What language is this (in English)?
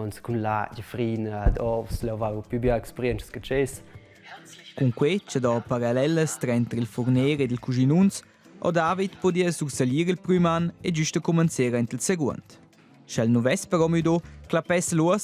Romansh